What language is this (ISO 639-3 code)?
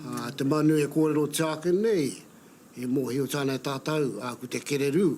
mri